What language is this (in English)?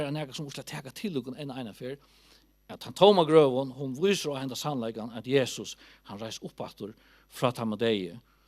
Faroese